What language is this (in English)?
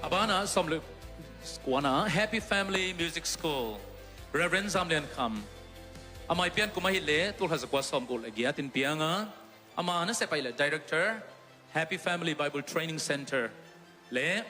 Tedim Chin